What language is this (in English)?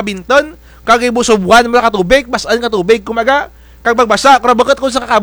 Kinaray-a